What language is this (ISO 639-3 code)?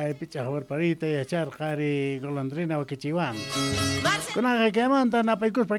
quh